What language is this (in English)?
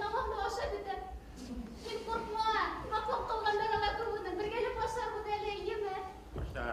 Bashkir